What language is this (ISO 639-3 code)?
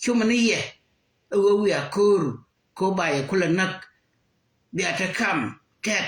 nus